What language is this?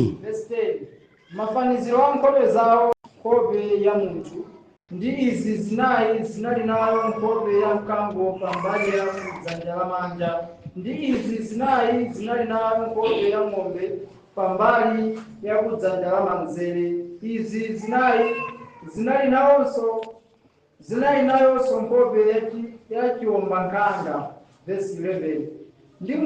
Nyanja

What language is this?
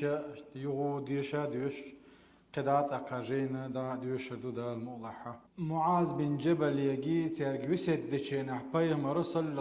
Chechen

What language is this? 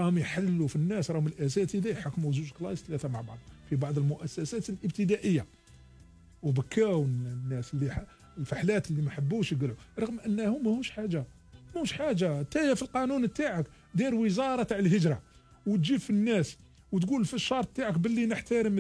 Algerian Arabic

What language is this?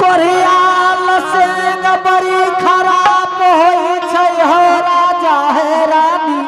Angika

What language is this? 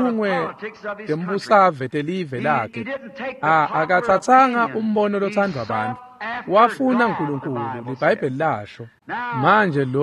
Swati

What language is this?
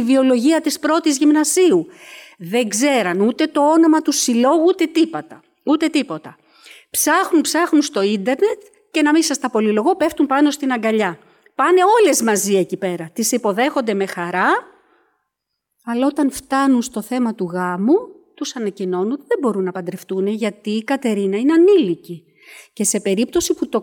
Greek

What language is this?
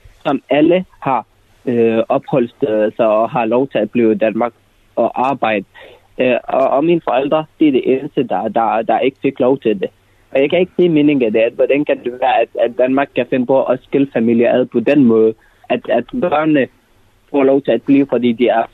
Danish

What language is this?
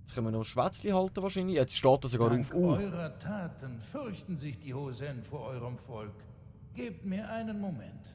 Swiss German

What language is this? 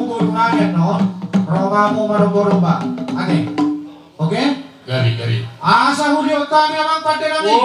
Batak Toba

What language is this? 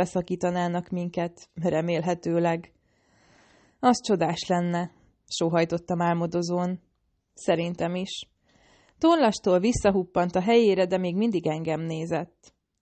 Hungarian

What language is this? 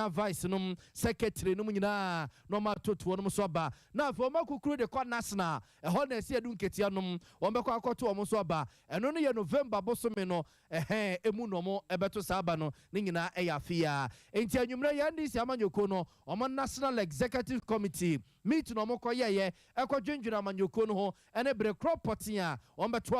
Akan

